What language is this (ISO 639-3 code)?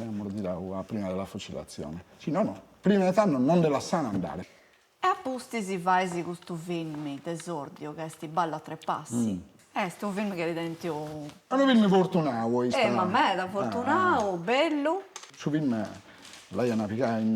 srd